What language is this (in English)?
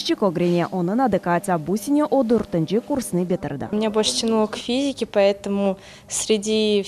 Crimean Tatar